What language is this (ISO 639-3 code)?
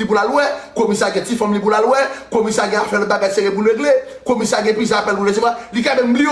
hat